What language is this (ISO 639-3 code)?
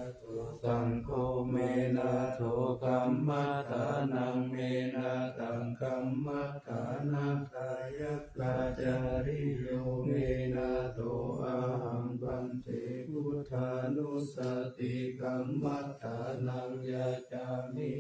pli